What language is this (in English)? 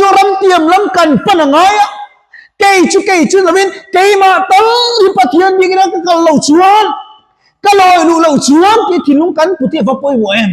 Mizo